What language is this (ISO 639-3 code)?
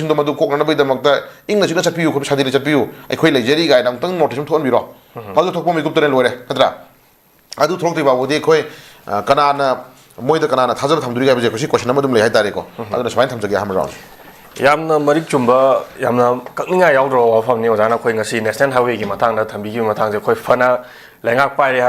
mni